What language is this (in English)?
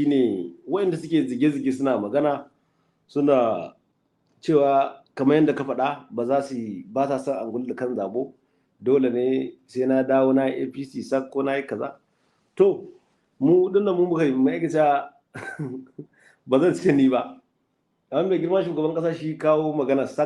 Hausa